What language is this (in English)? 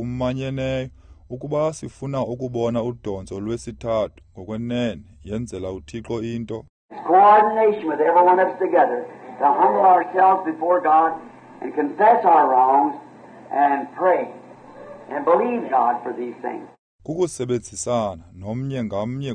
Xhosa